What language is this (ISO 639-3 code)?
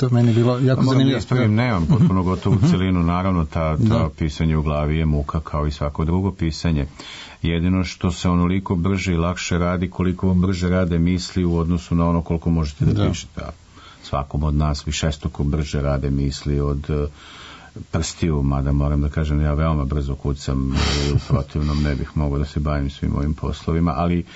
srp